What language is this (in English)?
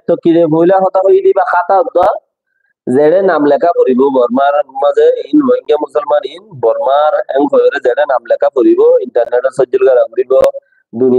Rohingya